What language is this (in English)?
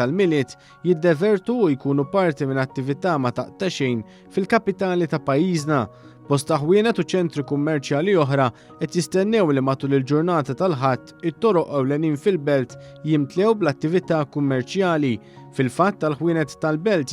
Maltese